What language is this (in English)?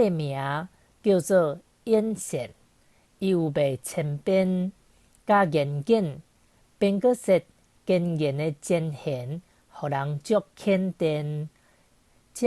Min Nan Chinese